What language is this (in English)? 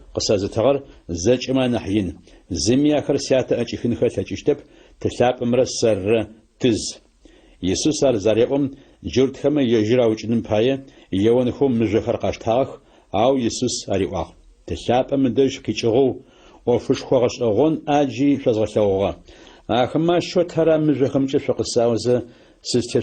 Adyghe